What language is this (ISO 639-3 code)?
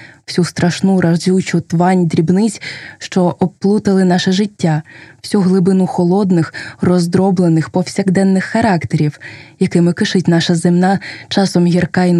ukr